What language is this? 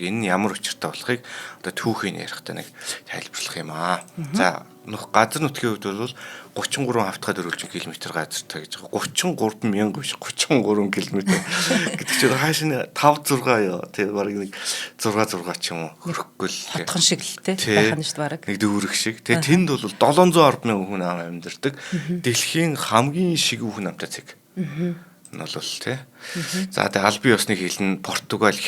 Mongolian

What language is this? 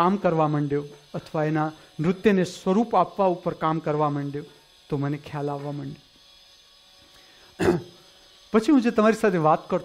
Gujarati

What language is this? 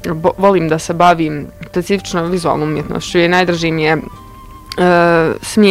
Bosnian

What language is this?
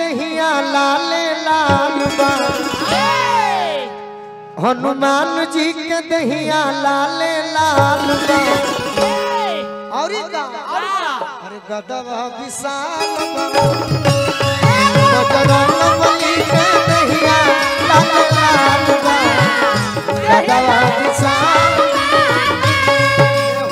Bhojpuri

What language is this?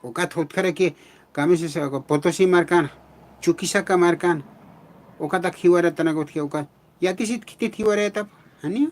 Aymara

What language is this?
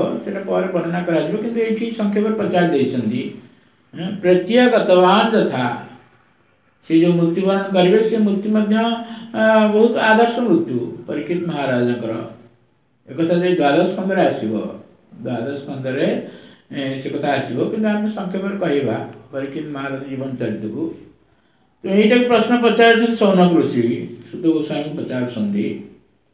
Odia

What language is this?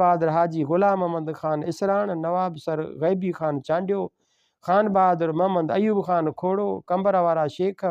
Sindhi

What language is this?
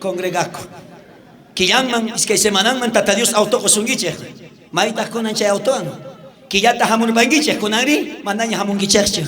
South Bolivian Quechua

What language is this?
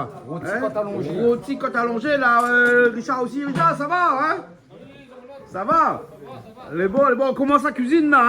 Réunion Creole French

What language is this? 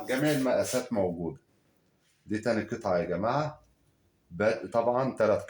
Egyptian Arabic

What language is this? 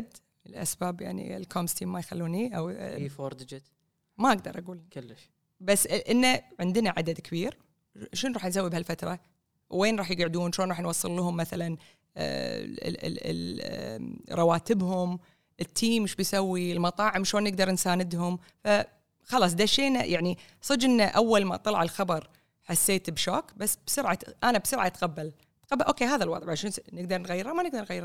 Gulf Arabic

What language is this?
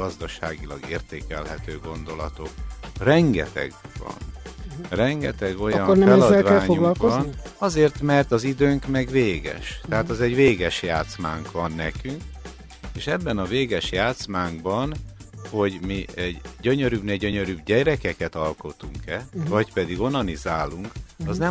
Hungarian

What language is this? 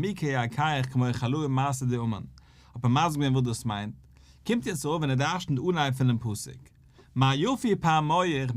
Yiddish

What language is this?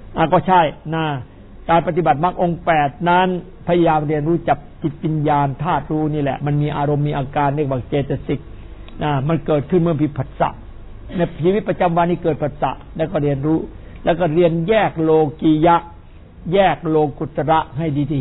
Thai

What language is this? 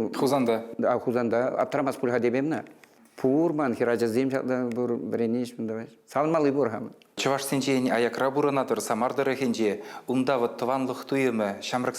Chuvash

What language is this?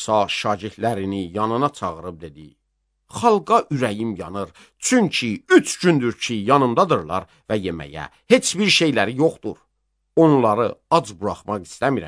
Azerbaijani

